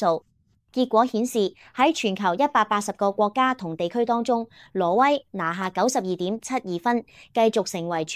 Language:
Cantonese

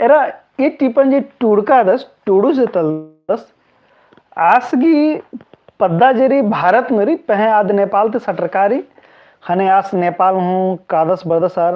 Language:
Kurukh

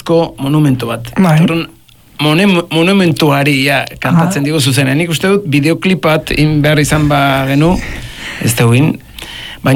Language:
Basque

